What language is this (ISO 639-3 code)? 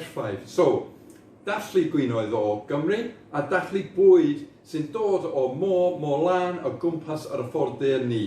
cym